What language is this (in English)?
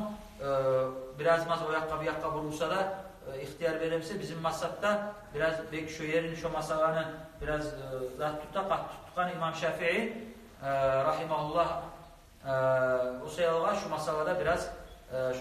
Kumyk